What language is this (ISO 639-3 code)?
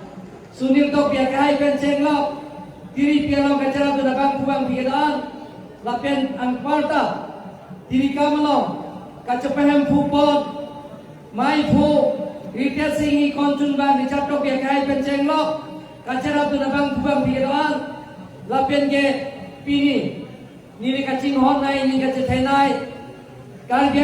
mjw